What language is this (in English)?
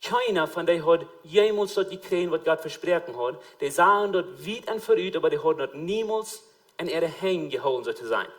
Plautdietsch